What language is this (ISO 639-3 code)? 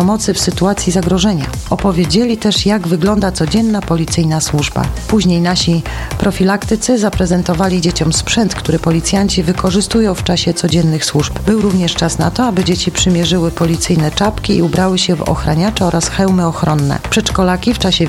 pol